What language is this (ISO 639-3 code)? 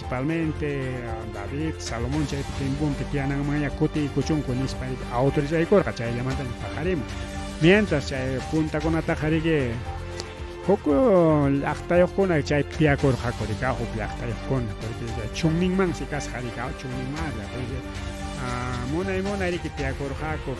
quy